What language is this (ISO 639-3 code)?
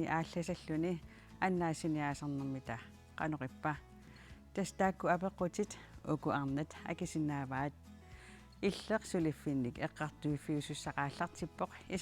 kal